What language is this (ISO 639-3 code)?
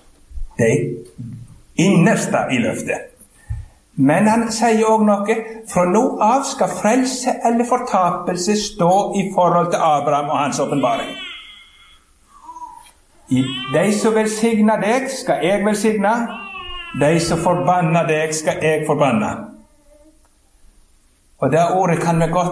nor